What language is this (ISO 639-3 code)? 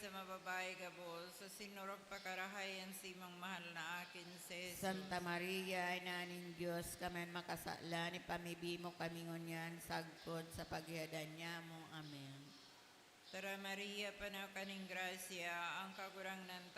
bik